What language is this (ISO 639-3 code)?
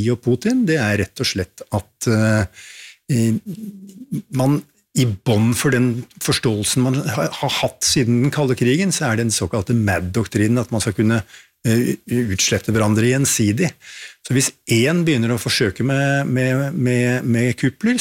nor